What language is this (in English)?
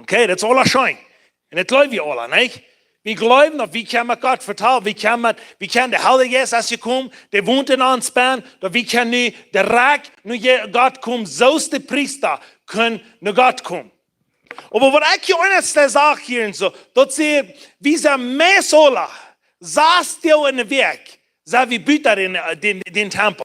Plautdietsch